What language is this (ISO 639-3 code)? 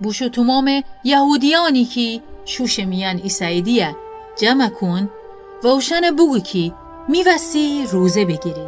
glk